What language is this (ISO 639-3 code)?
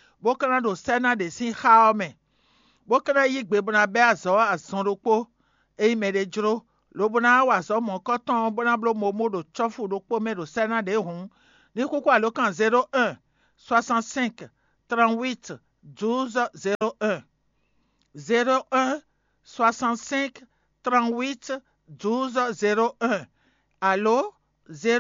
fon